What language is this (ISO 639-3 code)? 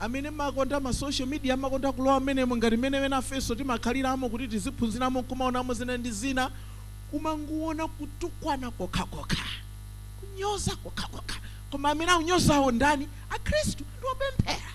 nya